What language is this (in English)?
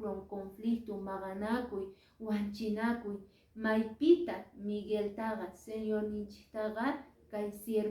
Quechua